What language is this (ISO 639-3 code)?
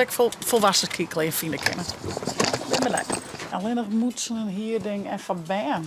fry